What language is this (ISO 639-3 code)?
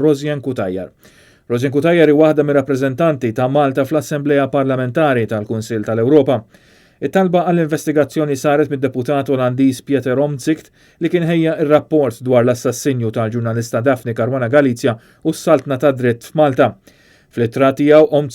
mlt